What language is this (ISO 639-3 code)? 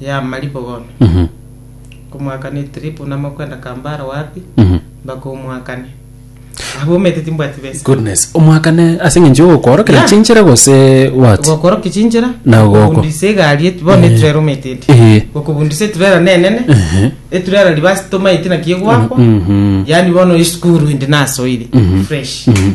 guz